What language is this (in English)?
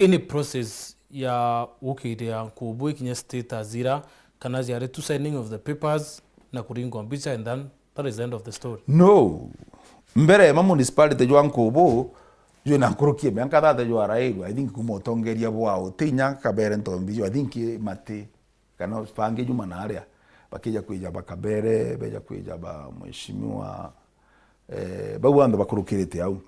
Meru